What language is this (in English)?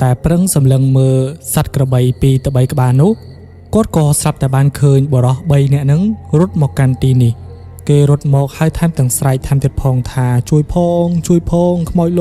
Khmer